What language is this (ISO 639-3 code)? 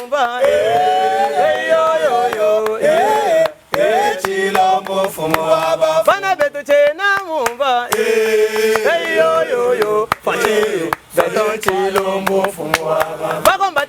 lua